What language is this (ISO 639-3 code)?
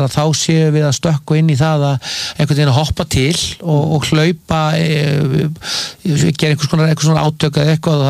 isl